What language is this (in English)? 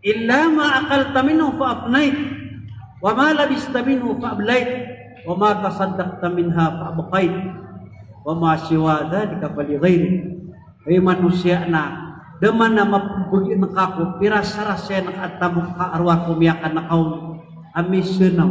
Maranao